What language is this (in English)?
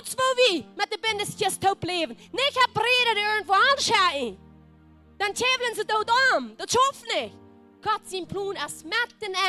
Plautdietsch